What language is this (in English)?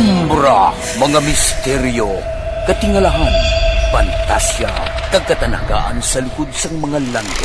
Hiligaynon